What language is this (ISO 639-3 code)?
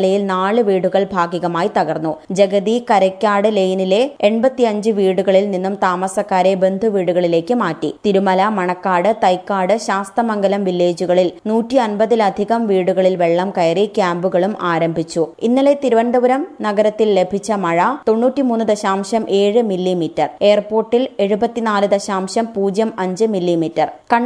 mal